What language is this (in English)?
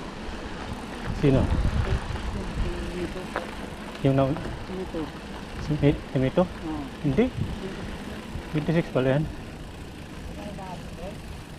Filipino